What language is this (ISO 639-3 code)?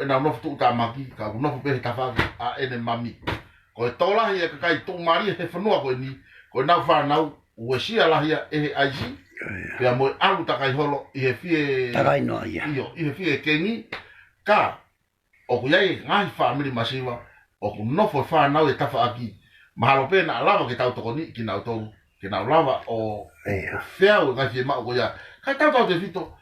ton